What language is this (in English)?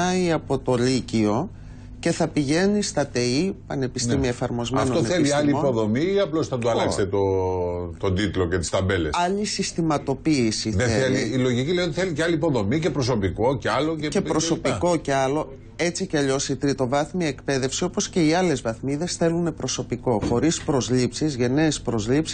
Greek